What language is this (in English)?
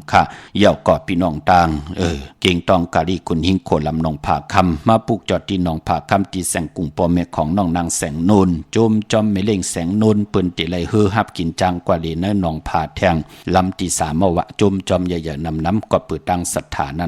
Shan